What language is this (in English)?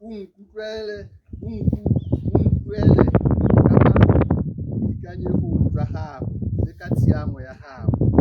Tswana